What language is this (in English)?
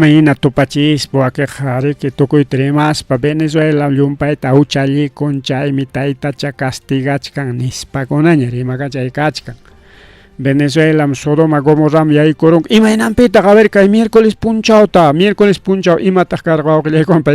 Ayacucho Quechua